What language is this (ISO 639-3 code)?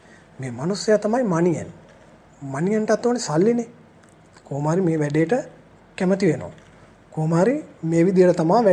sin